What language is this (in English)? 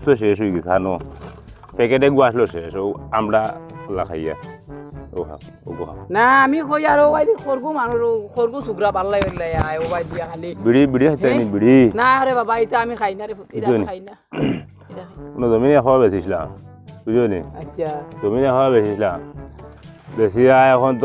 Sylheti